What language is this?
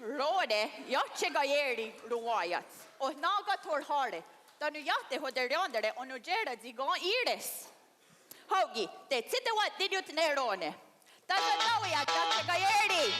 Mohawk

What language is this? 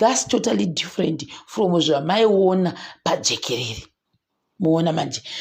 Shona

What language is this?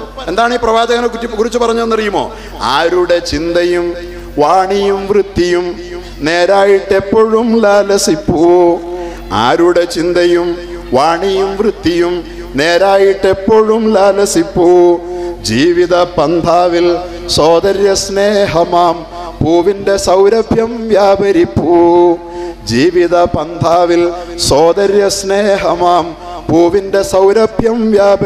Malayalam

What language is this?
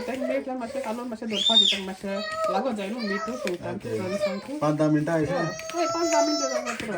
Konkani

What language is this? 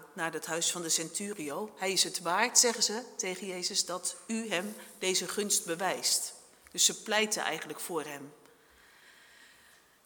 Dutch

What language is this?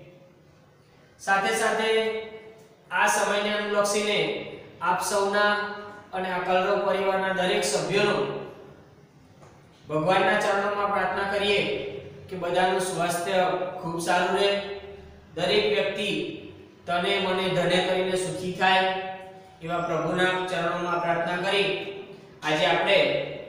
Gujarati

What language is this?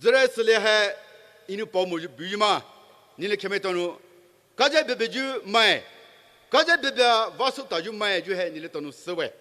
Poumei Naga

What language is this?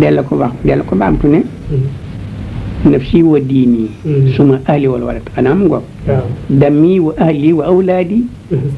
Wolof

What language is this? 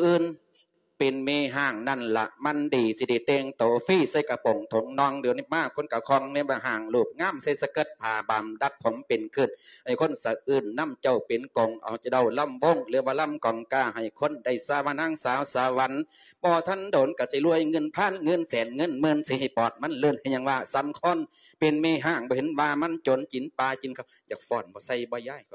Lao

